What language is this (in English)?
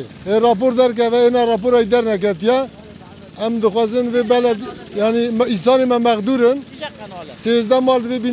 Kurdish